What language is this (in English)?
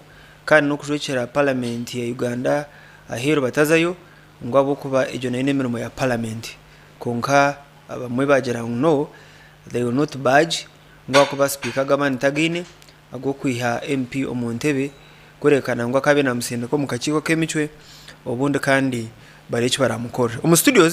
Nyankole